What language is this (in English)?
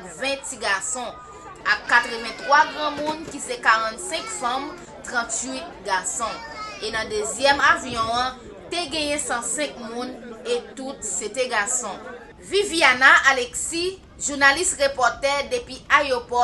Haitian Creole